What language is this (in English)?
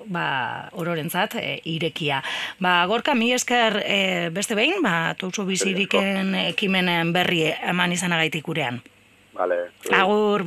Basque